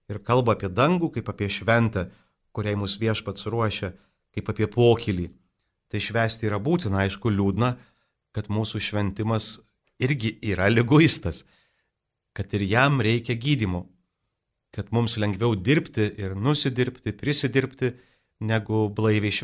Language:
Lithuanian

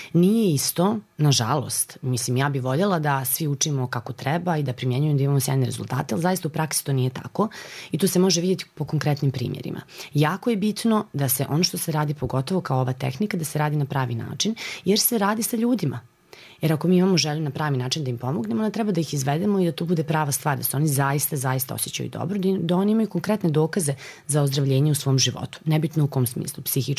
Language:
Serbian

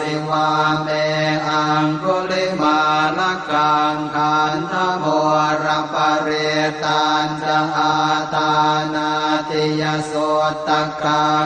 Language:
Pali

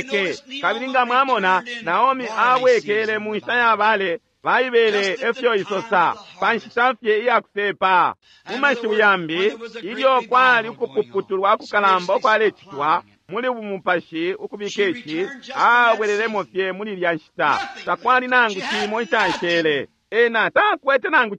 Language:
Bemba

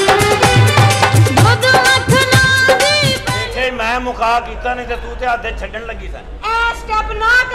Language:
Punjabi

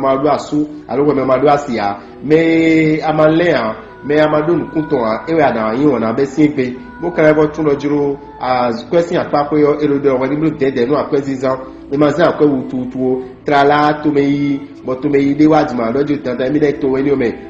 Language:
Fon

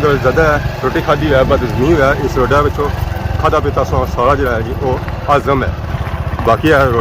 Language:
Pahari-Potwari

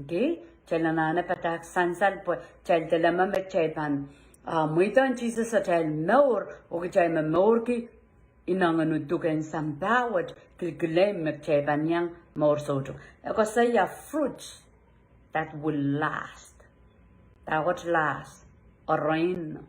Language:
Pohnpeian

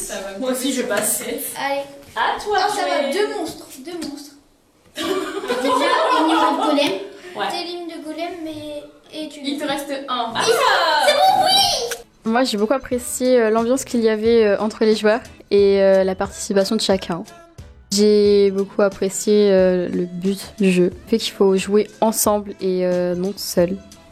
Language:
French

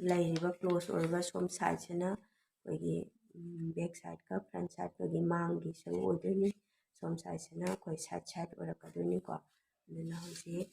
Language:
Manipuri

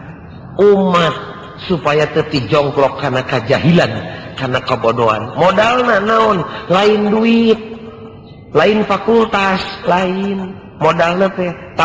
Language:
Sundanese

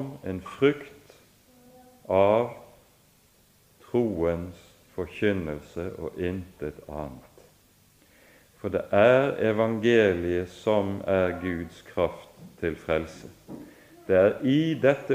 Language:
Norwegian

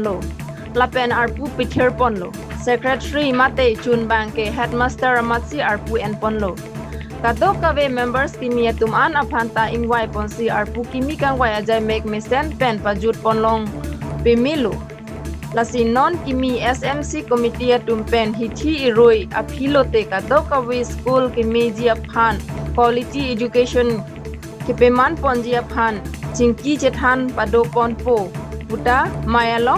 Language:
Karbi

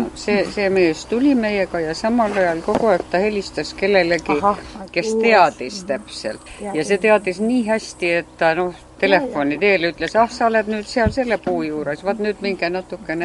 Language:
Estonian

